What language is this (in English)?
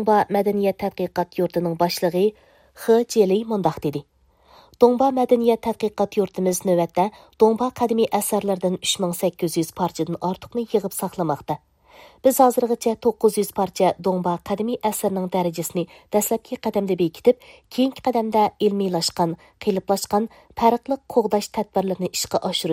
Uyghur